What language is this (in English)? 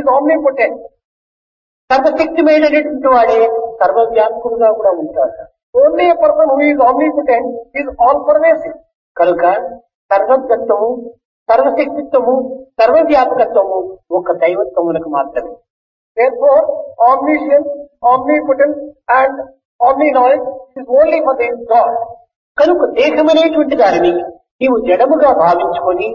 Telugu